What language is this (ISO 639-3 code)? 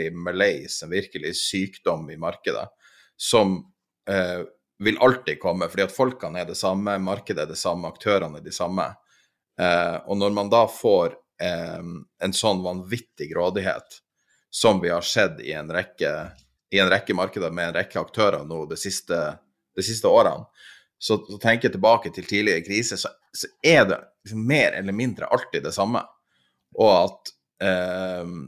nor